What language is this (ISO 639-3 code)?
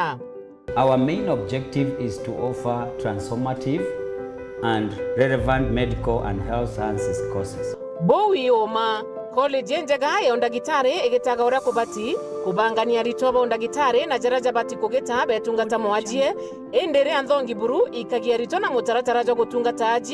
mer